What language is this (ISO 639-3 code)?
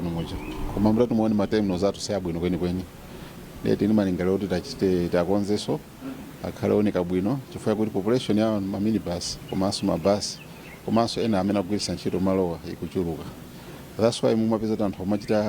nya